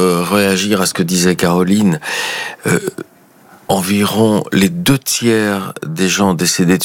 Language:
French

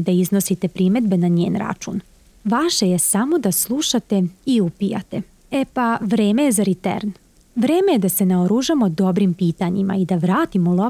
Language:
Serbian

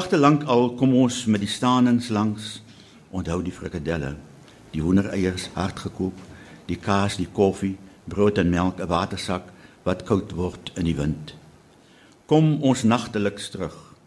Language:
Afrikaans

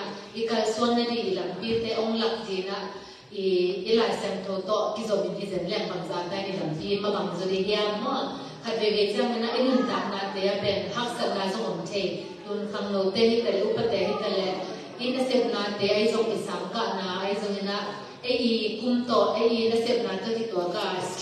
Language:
Tedim Chin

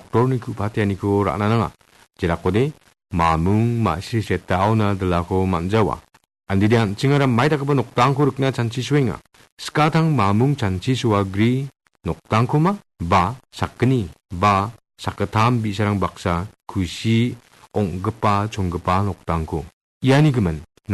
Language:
Garo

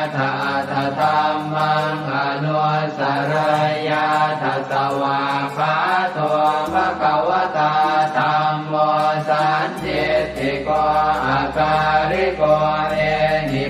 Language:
Pali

